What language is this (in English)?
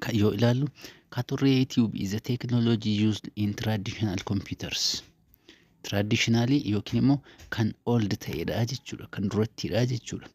Oromo